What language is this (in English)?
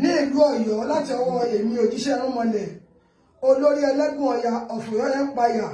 Yoruba